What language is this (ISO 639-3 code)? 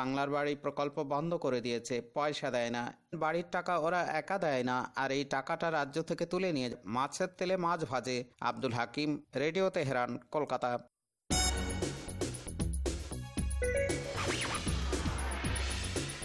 ben